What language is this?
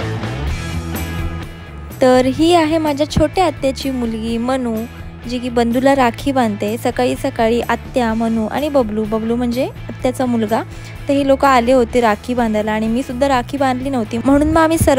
Marathi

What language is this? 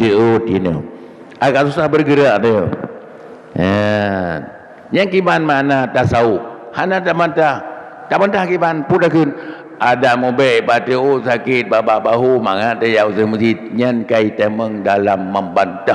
Achinese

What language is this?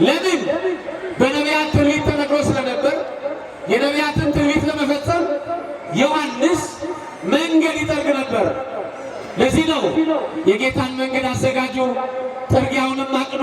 Amharic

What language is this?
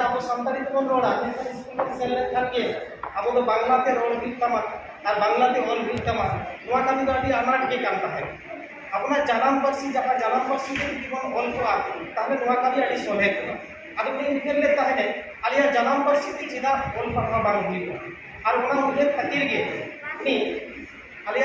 Santali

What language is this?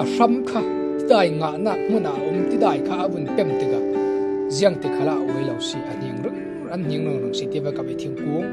Falam Chin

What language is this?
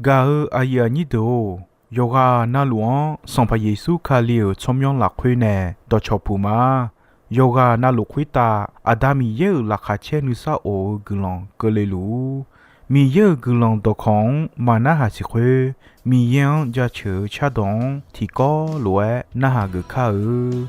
Akha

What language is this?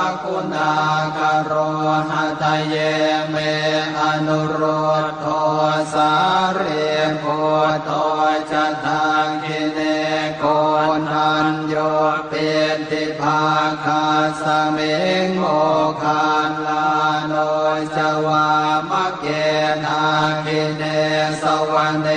Pali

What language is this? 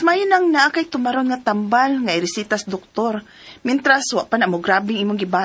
Cebuano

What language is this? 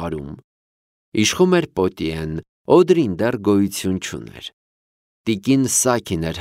Armenian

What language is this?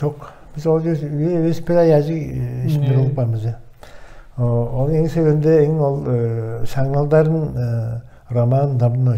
Tuvinian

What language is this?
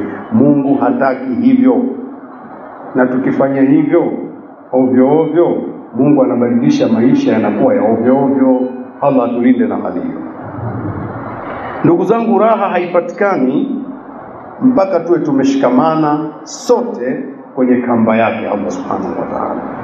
Swahili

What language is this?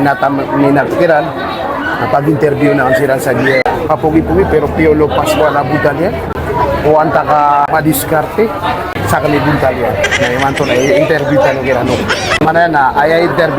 Maranao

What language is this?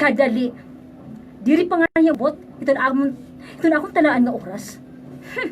Waray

